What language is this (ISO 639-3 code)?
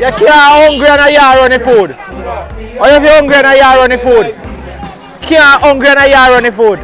jam